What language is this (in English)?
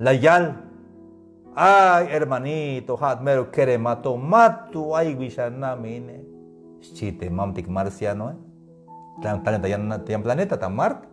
Tzeltal